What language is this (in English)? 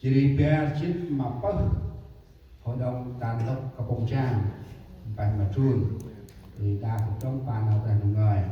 Central Mnong